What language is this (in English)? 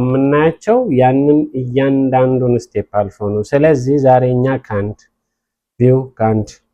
Amharic